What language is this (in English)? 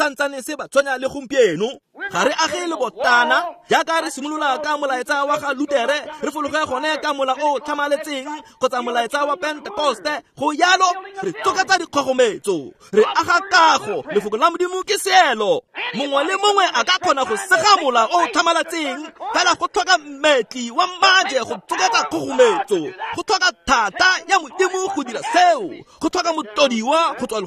Tswana